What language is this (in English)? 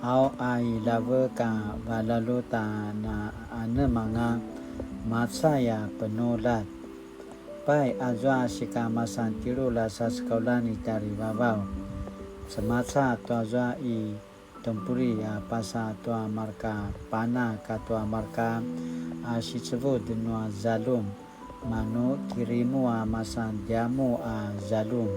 Paiwan